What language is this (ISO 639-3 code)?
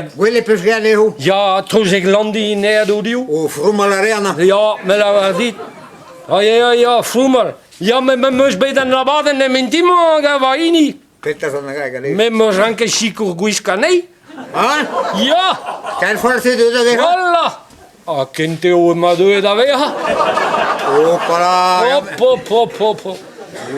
bre